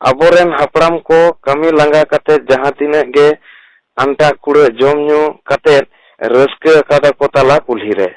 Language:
Santali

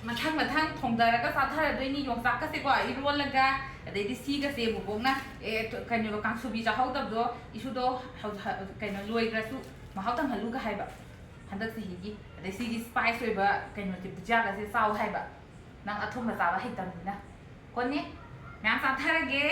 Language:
Manipuri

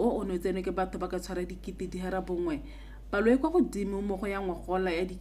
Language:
Tswana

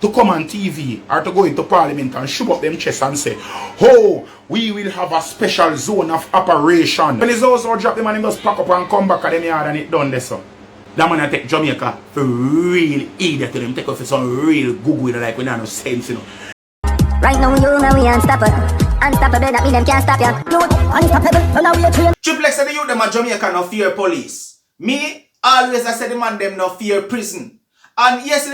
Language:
Jamaican Creole English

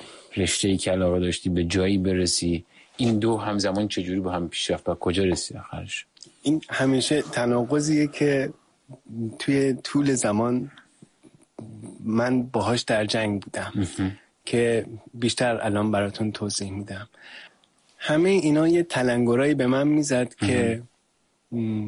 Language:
Persian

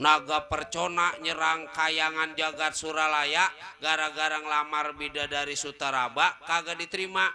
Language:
Betawi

